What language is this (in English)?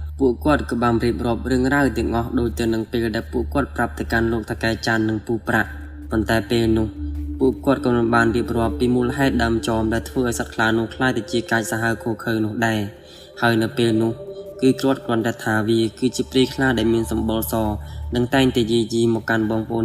Khmer